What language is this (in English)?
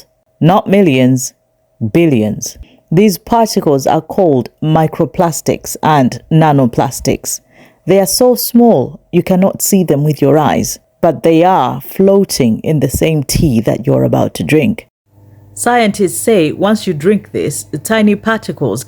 English